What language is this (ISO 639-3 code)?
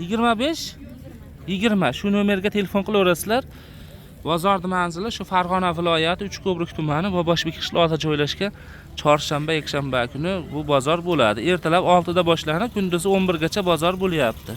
uzb